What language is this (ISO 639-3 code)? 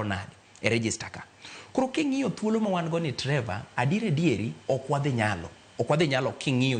luo